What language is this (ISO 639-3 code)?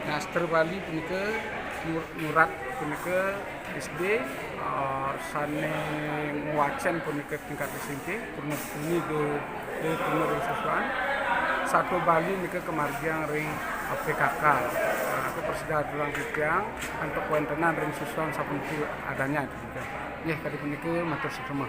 ban